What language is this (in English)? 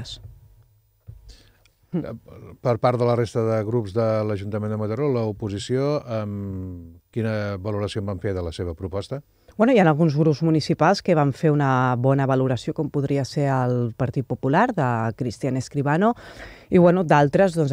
Catalan